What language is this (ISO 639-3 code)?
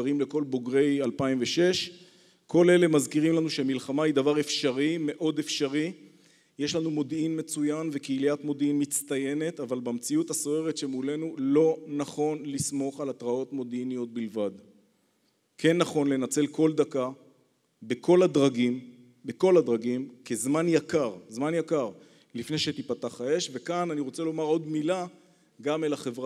heb